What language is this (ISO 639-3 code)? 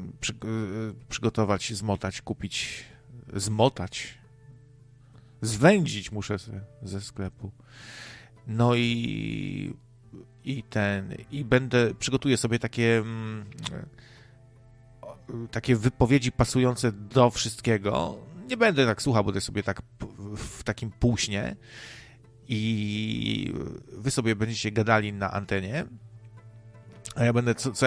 pol